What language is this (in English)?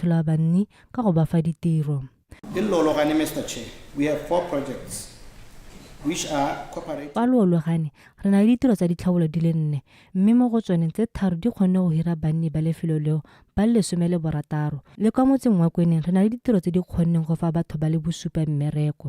Tswana